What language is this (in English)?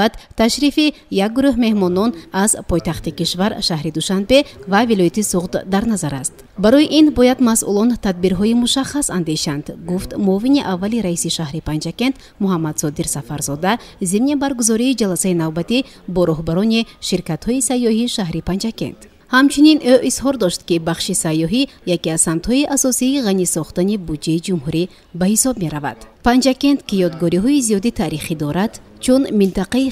Tajik